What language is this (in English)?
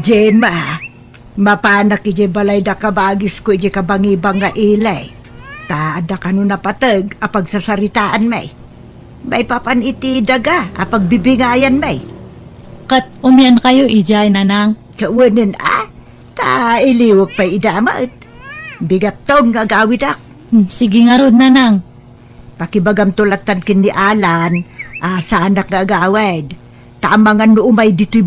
Iloko